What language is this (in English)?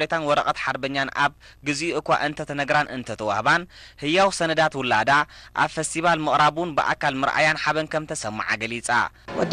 Tigrinya